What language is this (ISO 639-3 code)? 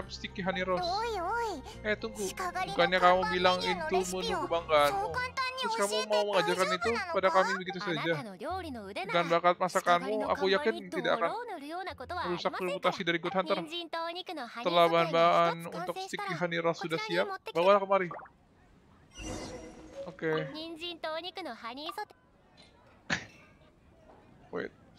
ind